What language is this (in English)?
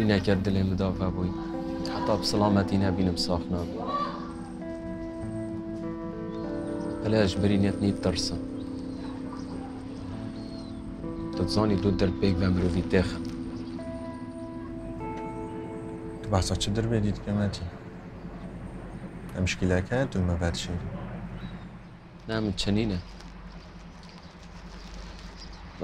Kurdish